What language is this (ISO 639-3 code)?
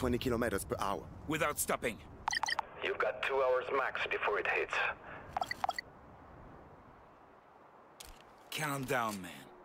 eng